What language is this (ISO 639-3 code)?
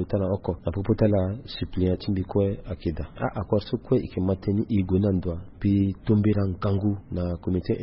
sag